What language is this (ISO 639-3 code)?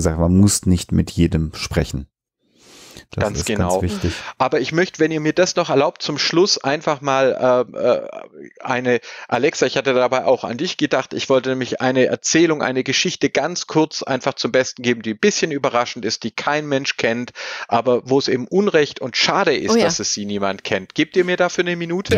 deu